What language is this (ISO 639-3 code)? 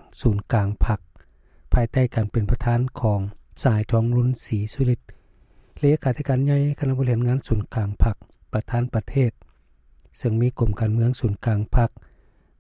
lao